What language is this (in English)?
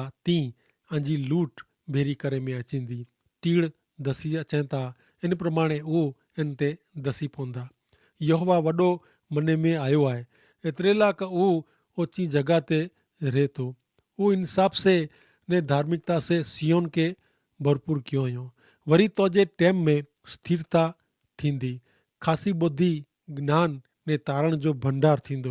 Kachhi